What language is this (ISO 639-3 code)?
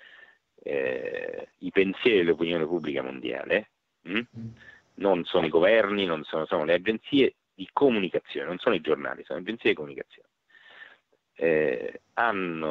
ita